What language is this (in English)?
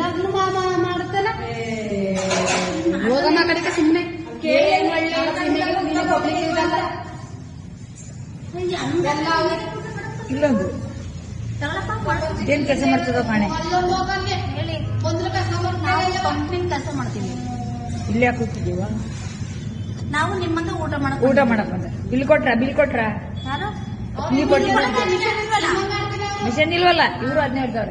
Kannada